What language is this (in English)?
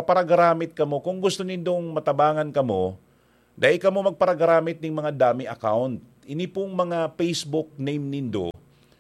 Bikol